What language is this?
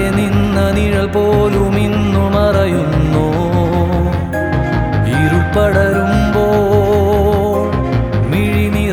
Malayalam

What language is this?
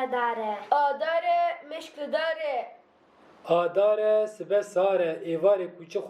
Kurdish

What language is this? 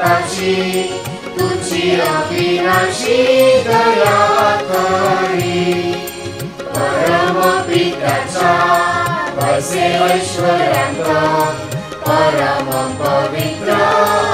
Marathi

